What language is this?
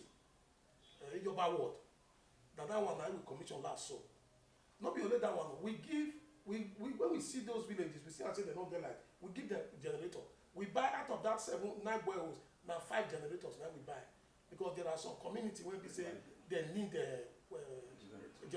Nigerian Pidgin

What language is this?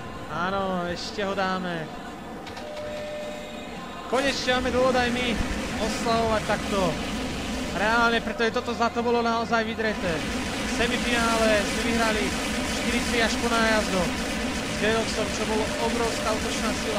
Slovak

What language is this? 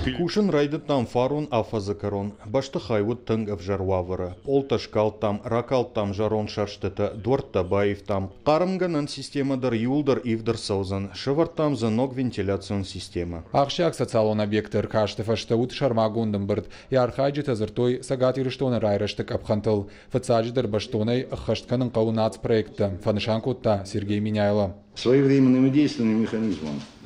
Ossetic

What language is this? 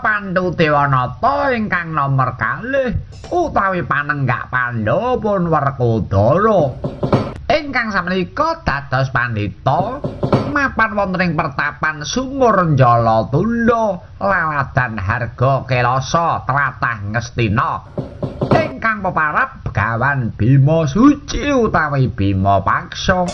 Javanese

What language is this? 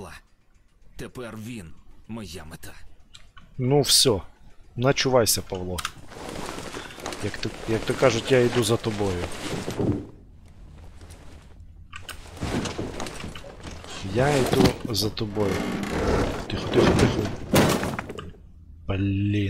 Ukrainian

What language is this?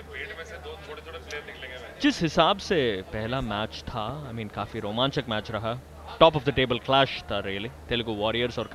Hindi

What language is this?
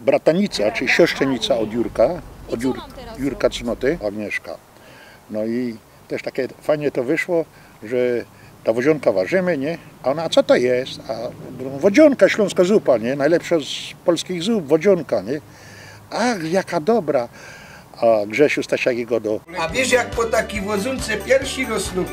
Silesian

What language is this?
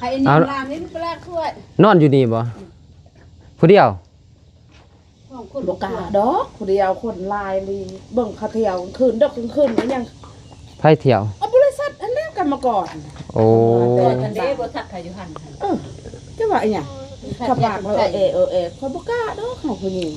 Lao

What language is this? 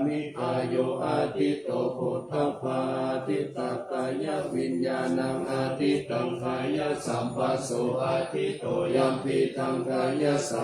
Pali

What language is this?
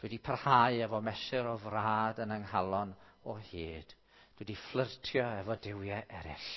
Welsh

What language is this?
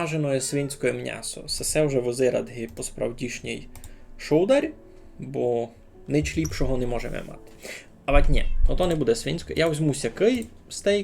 Rusyn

